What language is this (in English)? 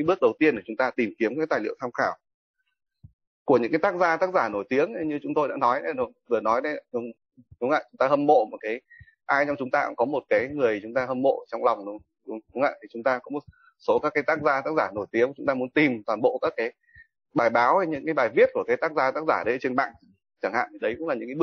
Vietnamese